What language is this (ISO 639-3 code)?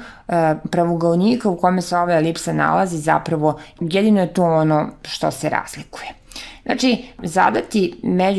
srp